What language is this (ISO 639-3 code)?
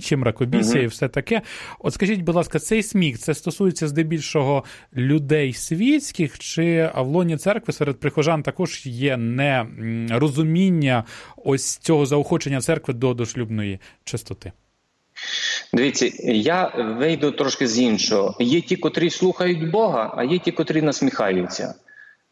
ukr